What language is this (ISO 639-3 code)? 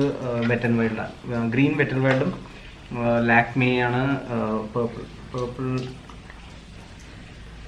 mal